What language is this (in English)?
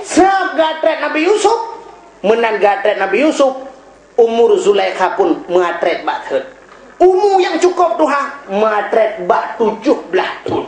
Achinese